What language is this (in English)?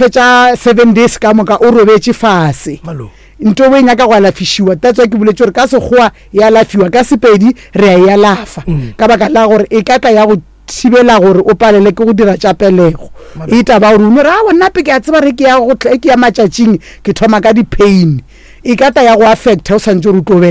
Northern Sotho